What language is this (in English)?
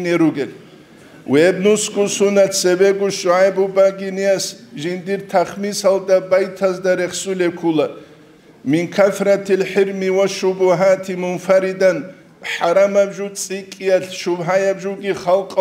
Avaric